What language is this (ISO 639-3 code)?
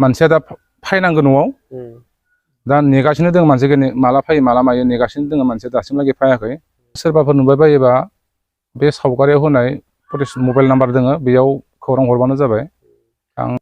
brx